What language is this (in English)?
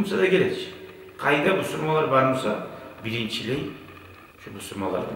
Kumyk